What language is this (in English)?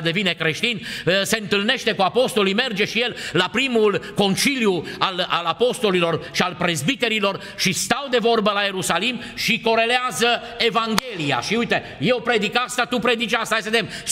Romanian